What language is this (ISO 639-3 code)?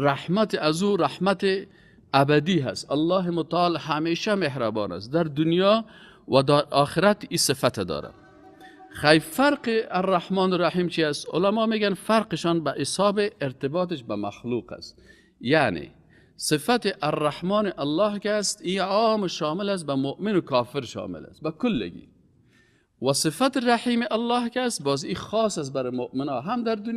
fas